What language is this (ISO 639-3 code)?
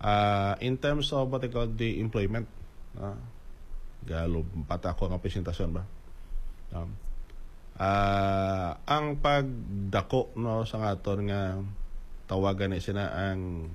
hil